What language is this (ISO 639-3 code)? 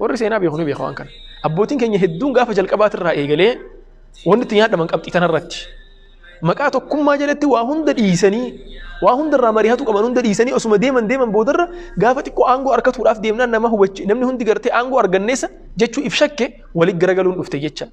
orm